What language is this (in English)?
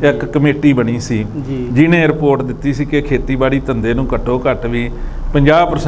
Punjabi